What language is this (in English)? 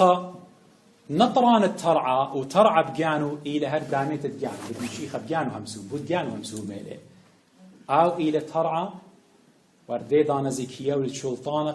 Assyrian Neo-Aramaic